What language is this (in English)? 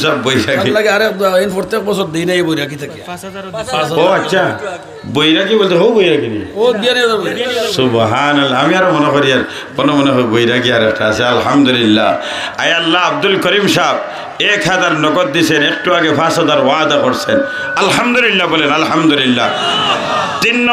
Sylheti